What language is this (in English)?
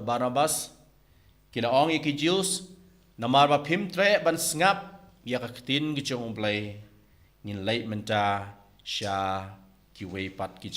Khasi